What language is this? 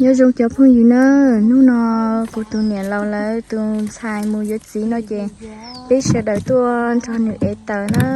Hmong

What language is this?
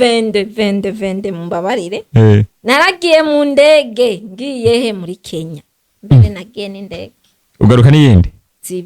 Rundi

